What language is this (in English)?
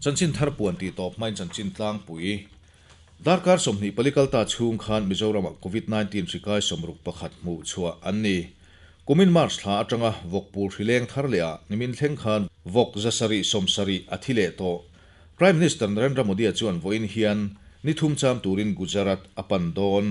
Mizo